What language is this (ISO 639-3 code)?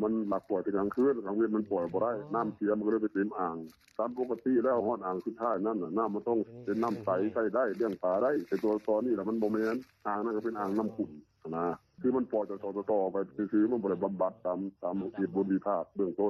lao